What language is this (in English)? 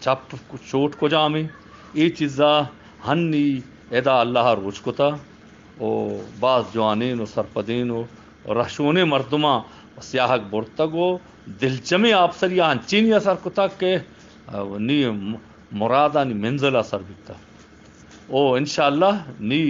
Eastern Balochi